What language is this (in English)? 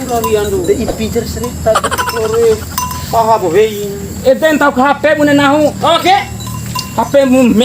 Bima